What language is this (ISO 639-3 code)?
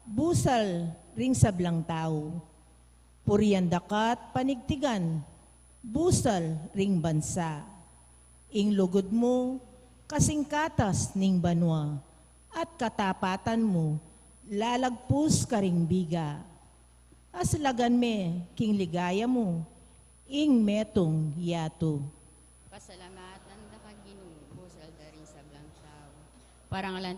pam